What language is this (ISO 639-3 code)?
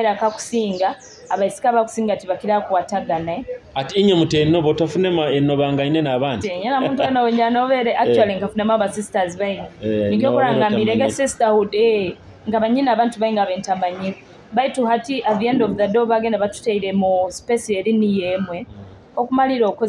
nyo